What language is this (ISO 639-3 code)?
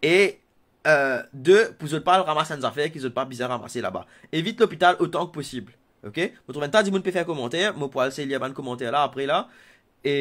mfe